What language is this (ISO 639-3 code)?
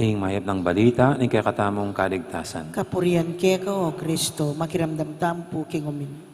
pam